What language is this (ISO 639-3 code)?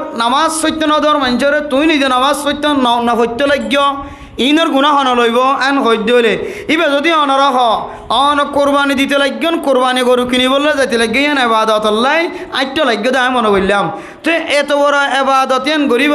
rhg